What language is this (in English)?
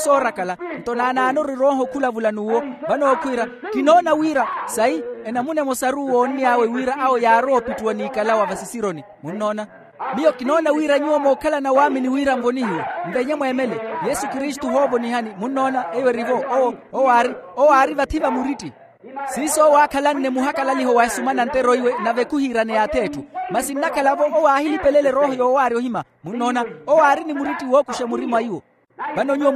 Makhuwa